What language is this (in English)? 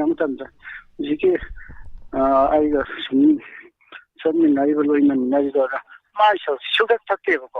Manipuri